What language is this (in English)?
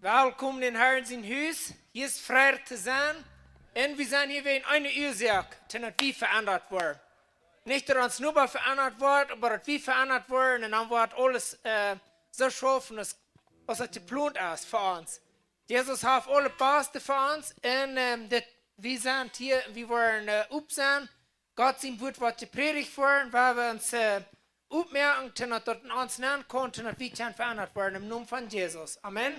Plautdietsch